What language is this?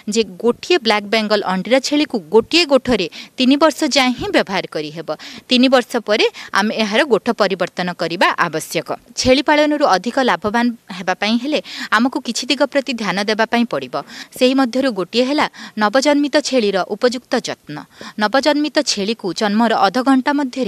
Odia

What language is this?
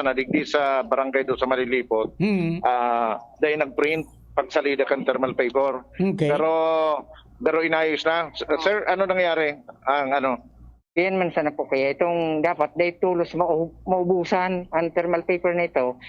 Bikol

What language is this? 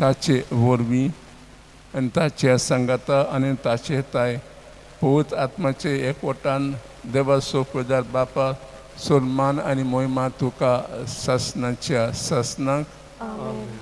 Konkani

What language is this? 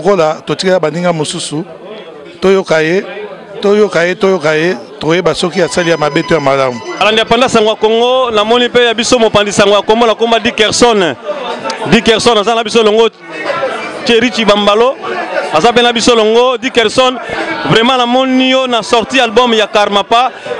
Lingala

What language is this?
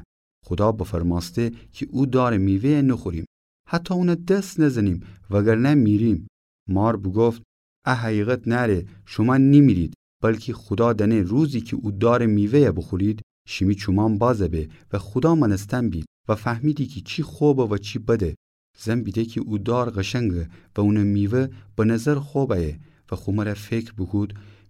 Gilaki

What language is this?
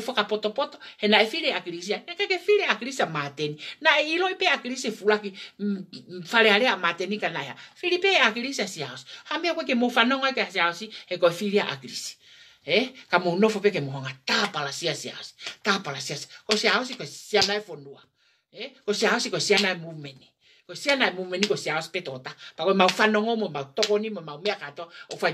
Tongan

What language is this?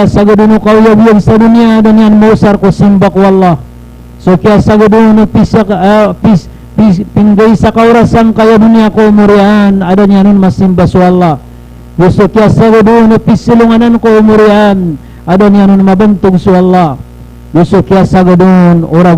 Maranao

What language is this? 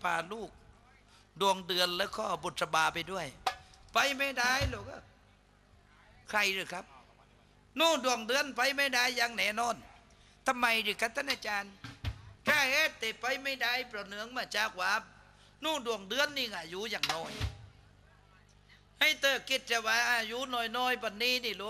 Thai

